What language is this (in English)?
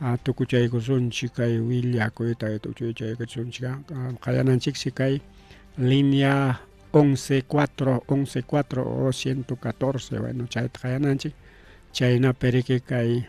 Ayacucho Quechua